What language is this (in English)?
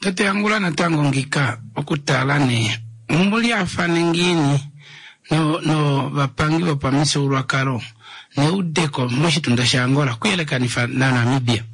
Kuanyama